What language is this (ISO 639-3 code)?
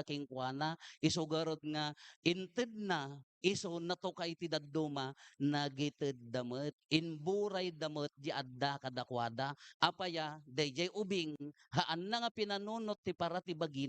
ilo